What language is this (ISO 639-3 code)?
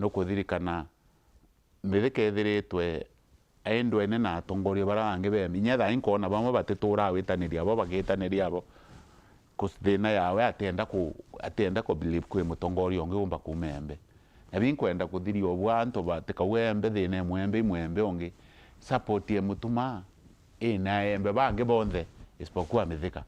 mer